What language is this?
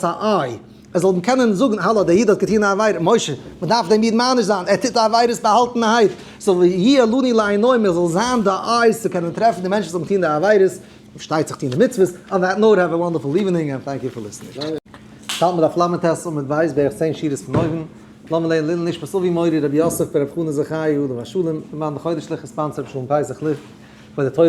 Yiddish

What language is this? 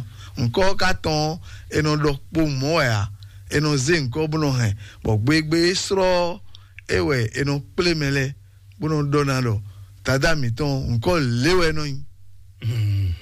Fon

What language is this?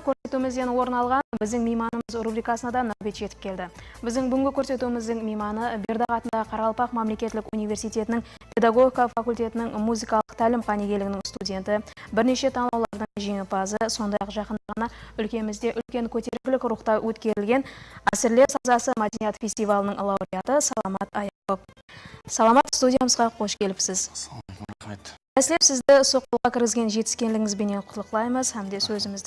Kara-Kalpak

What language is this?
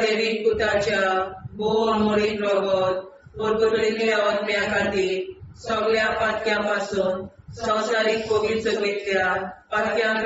Konkani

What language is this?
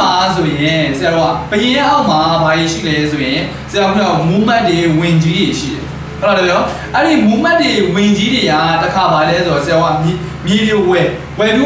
Burmese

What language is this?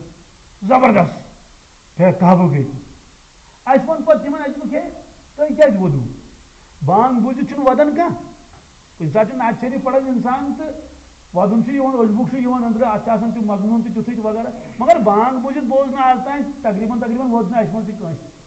Kashmiri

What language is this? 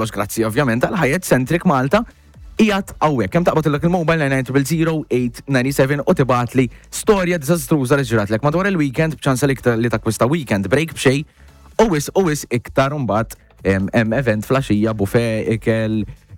Maltese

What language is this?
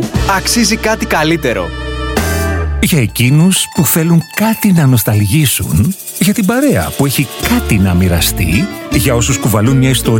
Greek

